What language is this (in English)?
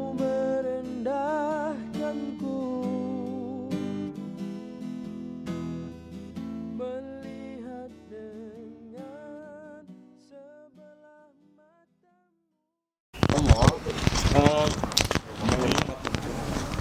Malay